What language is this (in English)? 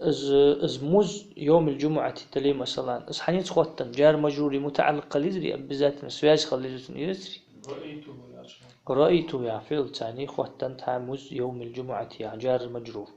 Ingush